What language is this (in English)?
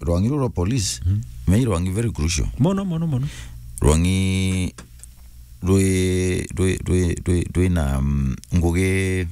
Meru